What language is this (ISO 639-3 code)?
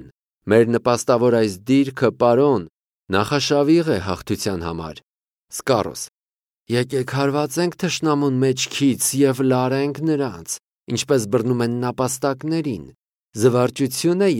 hye